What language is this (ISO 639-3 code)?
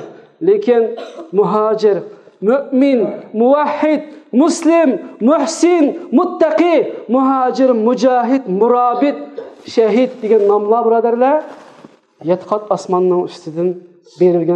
uig